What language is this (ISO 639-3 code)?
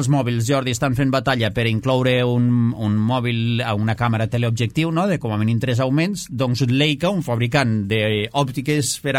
cat